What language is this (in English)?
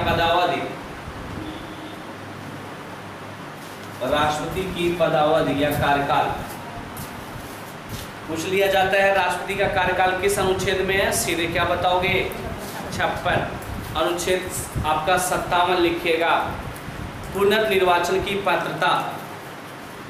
Hindi